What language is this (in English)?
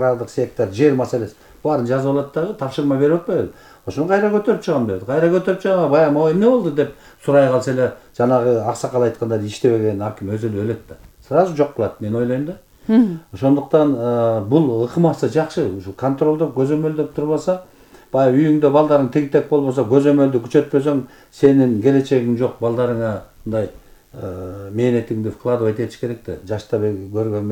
Kyrgyz